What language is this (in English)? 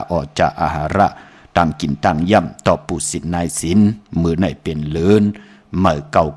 Shan